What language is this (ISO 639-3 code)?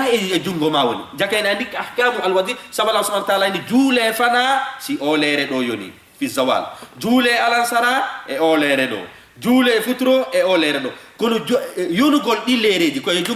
ful